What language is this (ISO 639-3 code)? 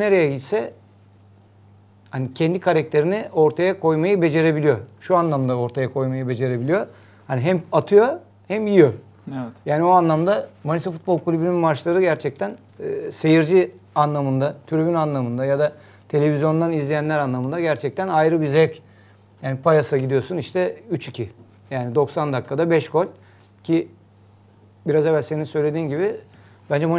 tur